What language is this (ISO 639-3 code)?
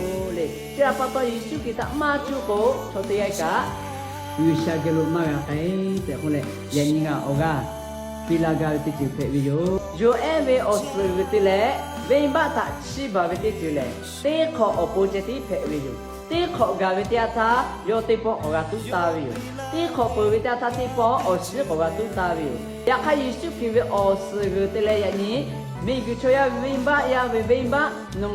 lhu